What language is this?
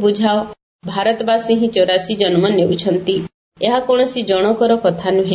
Odia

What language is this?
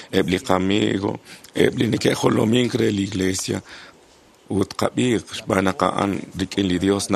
Kekchí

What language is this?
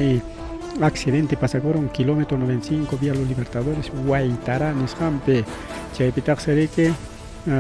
Ayacucho Quechua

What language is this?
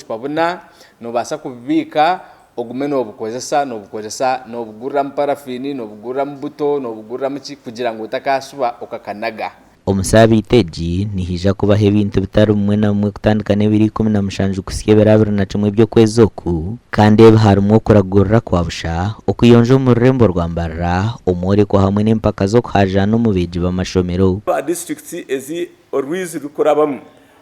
Nyankole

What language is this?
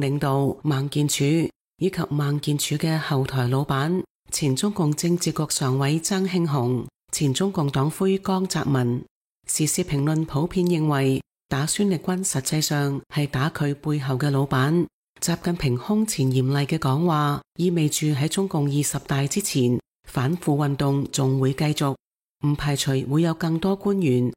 Cantonese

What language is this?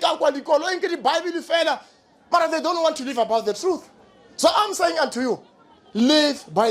Northern Sotho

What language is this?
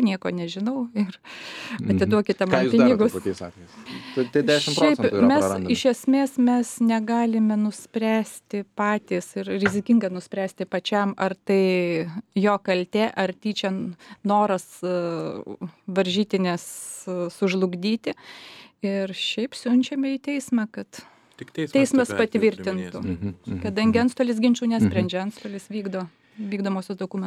Lithuanian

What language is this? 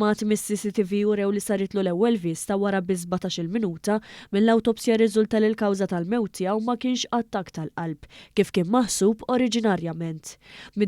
Maltese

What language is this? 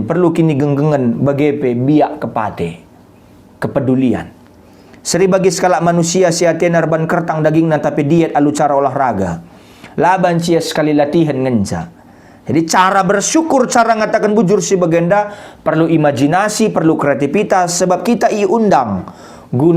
Batak Karo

